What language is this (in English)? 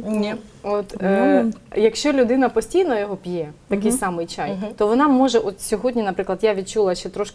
Ukrainian